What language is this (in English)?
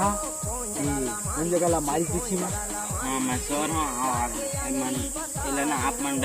Chhattisgarhi